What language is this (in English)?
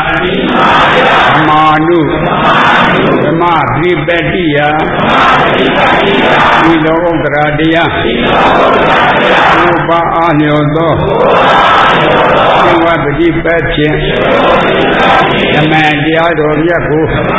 Burmese